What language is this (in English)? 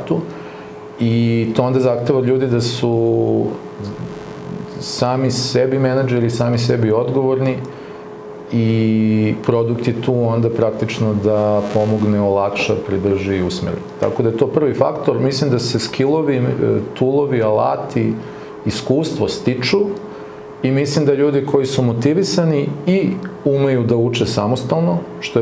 Serbian